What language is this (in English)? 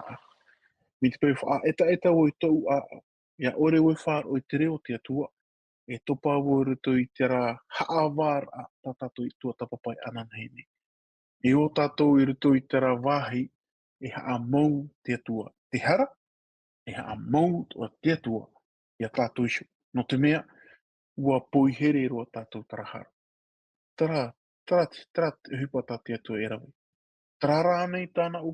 Tahitian